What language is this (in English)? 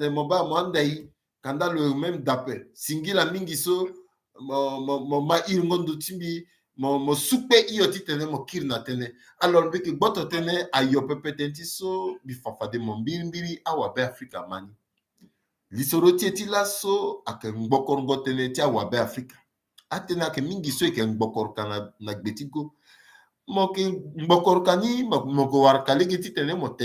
Sango